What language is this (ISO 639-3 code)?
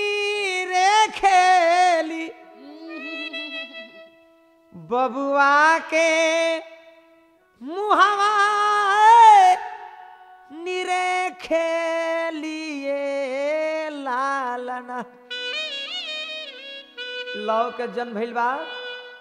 bho